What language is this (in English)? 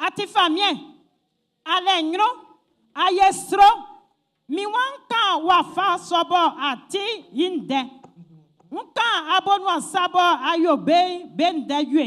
Baoulé